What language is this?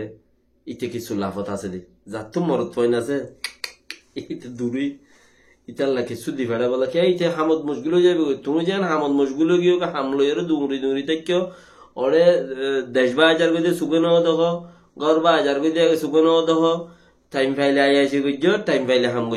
Rohingya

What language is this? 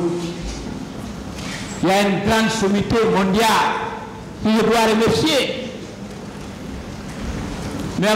French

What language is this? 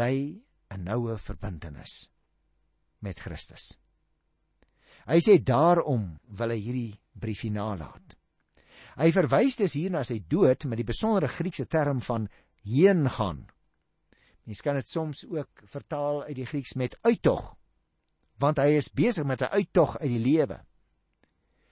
Afrikaans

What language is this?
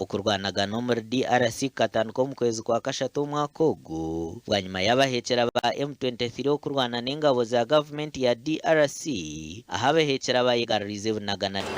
Nyankole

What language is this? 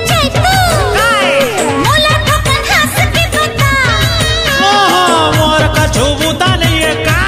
Chhattisgarhi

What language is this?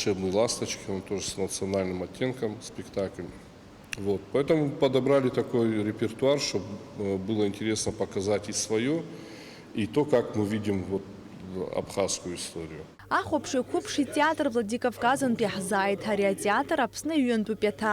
Abkhazian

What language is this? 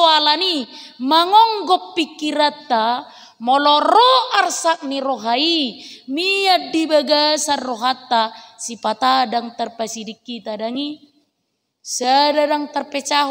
Batak Toba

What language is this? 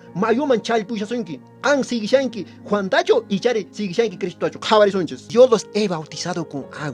Quechua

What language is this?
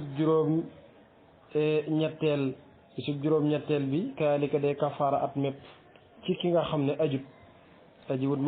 Wolof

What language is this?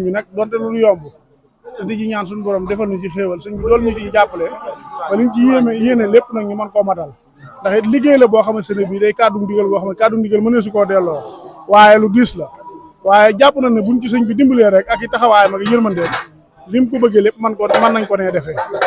Wolof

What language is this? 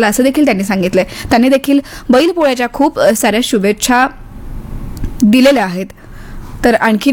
Marathi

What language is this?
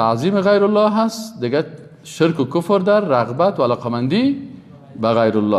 Persian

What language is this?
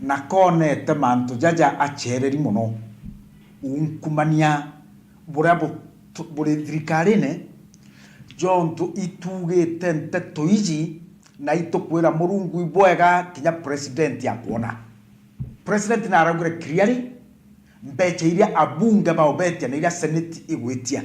Meru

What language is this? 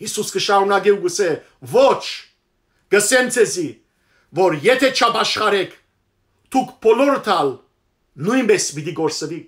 Western Armenian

